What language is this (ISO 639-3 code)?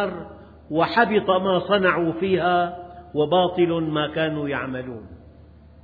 ara